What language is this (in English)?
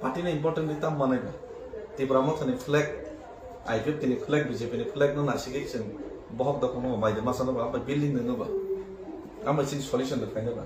Kok Borok